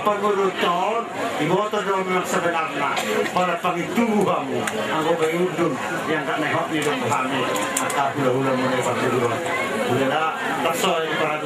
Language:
Batak Toba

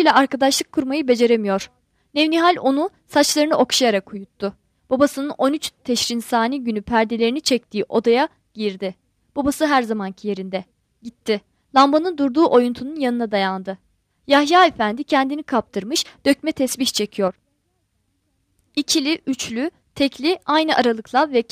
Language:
Turkish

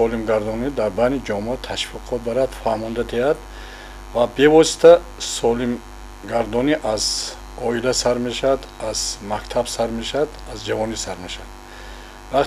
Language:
Tajik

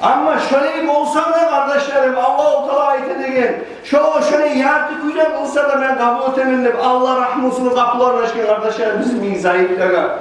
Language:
Kumyk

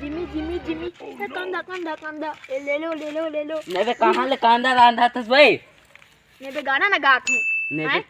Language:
Chhattisgarhi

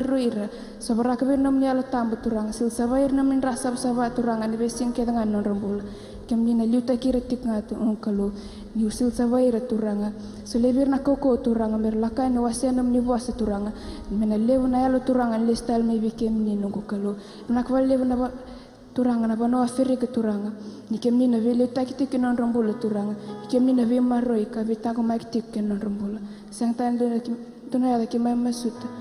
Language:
Fijian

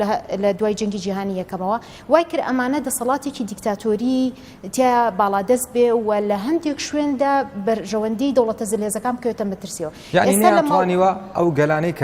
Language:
Central Kurdish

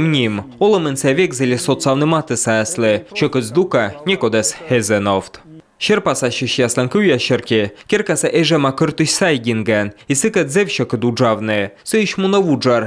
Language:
Komi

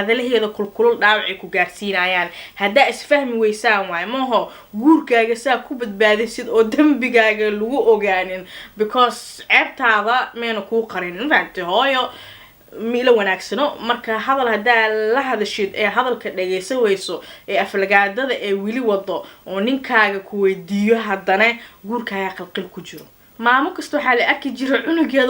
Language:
Somali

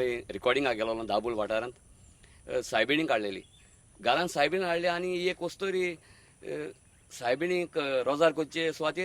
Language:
Konkani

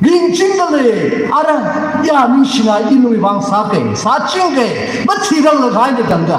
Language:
Tangkhul Naga (India)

